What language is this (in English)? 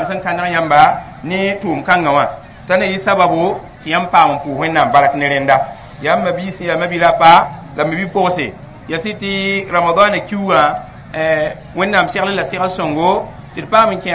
Mossi